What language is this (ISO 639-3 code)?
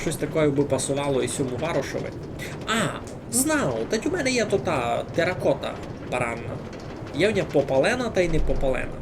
rue